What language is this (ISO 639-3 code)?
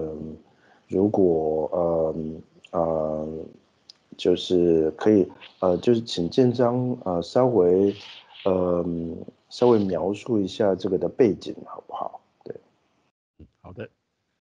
zho